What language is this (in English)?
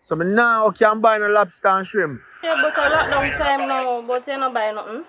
Jamaican Creole English